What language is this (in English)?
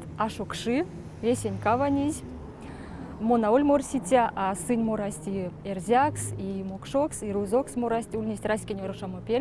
Erzya